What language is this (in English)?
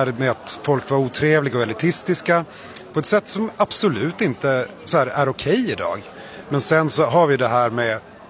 Swedish